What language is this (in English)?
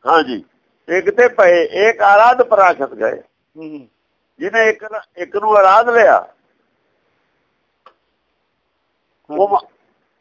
Punjabi